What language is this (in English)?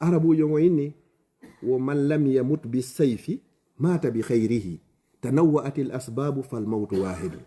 Fula